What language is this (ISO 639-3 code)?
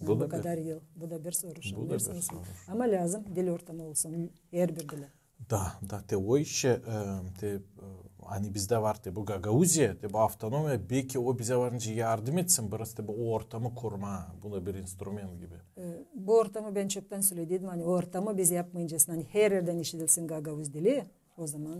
gag